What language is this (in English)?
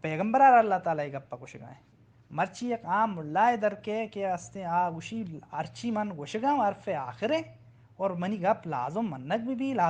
Baluchi